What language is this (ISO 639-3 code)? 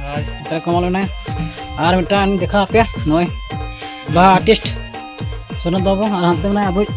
sat